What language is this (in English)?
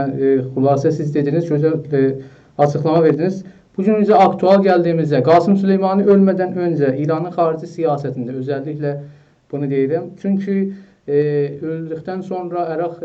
South Azerbaijani